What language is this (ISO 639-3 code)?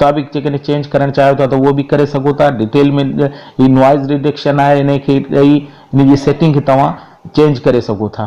snd